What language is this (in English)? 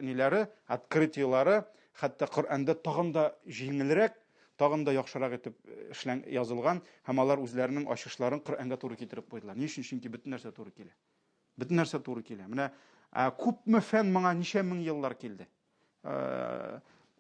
Tatar